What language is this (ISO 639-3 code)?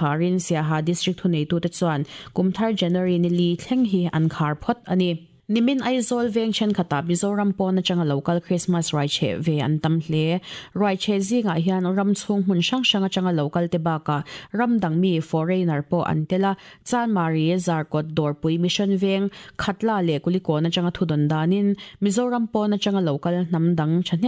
lus